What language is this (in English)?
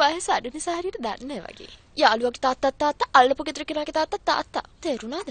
Sinhala